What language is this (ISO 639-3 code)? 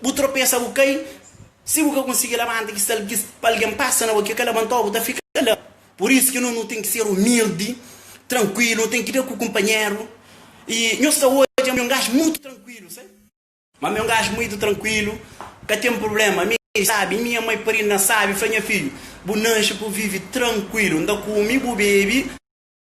kea